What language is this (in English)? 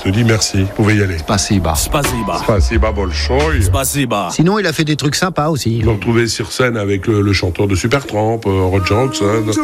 French